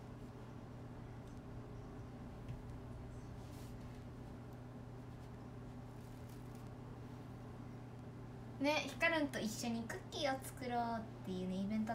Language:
Japanese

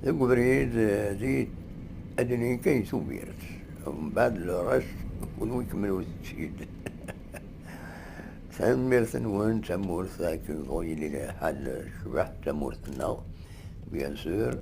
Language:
Kabyle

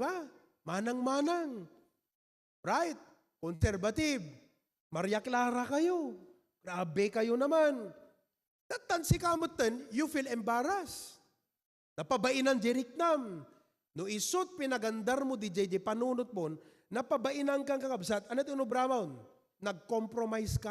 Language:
Iloko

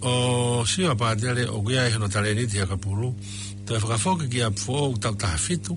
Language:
Tongan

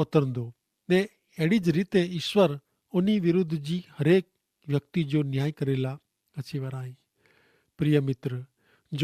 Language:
Kachhi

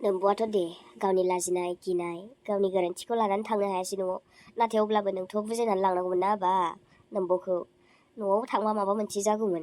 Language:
Bodo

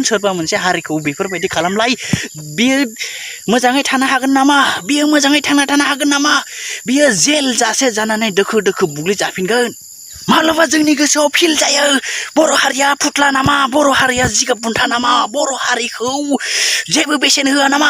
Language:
Bodo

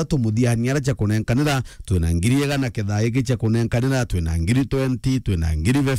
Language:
Meru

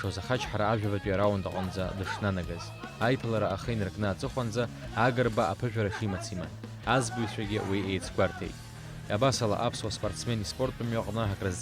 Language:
Abkhazian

